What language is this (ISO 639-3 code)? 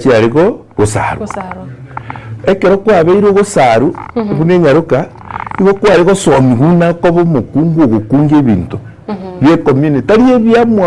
guz